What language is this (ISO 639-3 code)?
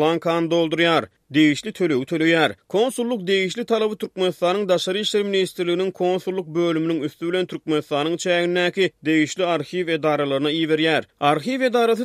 tuk